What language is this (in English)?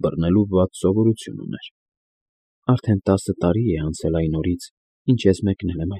Armenian